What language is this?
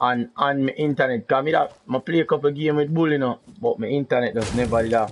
Jamaican Creole English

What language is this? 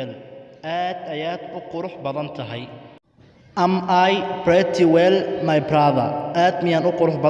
Somali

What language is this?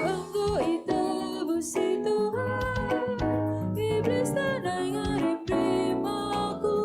Batak Karo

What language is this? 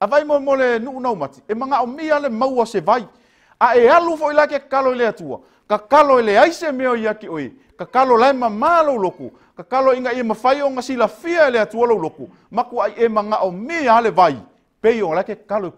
Samoan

